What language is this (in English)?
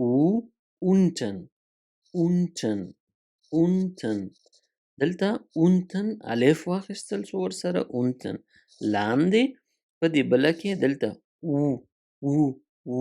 Pashto